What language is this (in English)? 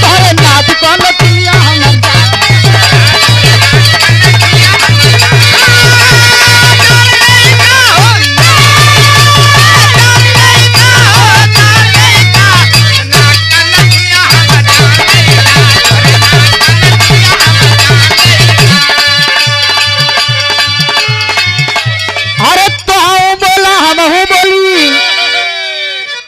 Bhojpuri